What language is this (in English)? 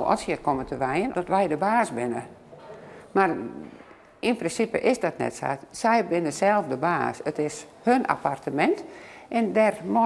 Western Frisian